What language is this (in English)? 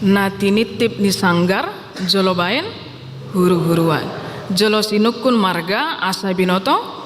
Batak Toba